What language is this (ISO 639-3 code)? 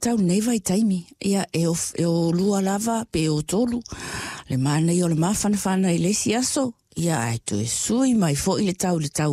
smo